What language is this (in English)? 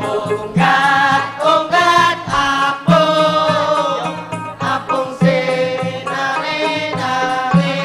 Banjar